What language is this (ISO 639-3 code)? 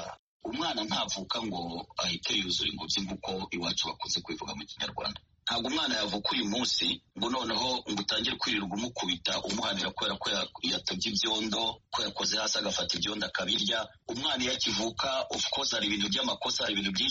kin